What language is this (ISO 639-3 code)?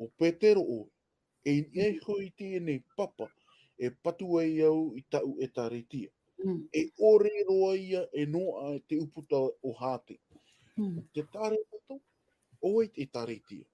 tah